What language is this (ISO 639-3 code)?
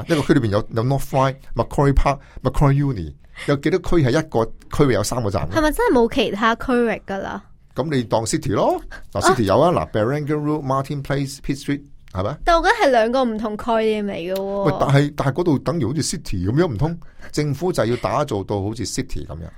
yue